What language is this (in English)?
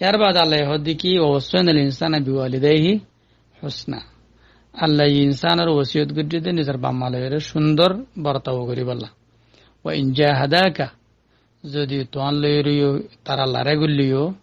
Rohingya